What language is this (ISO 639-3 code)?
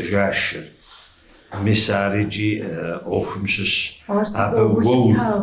kbd